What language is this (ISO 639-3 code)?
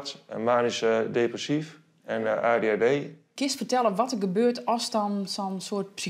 fry